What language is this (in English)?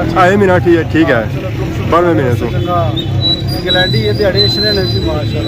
Pahari-Potwari